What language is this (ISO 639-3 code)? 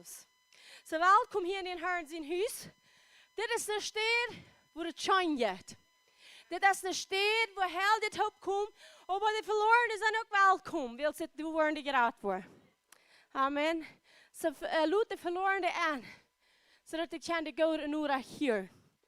pdt